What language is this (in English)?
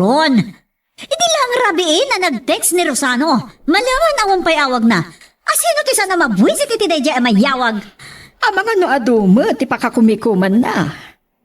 Iloko